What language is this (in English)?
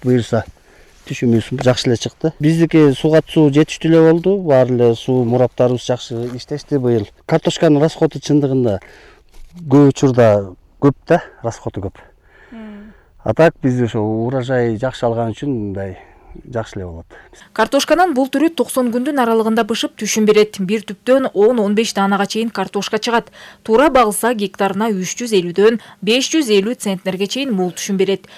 Kyrgyz